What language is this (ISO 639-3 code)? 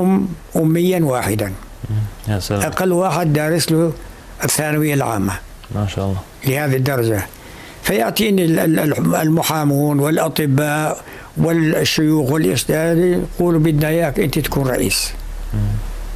apc